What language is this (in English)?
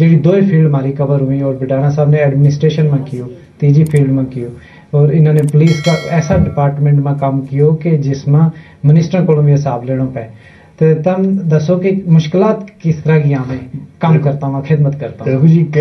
Gujari